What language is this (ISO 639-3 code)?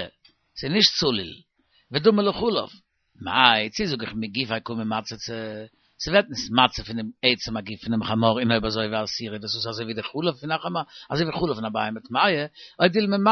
yid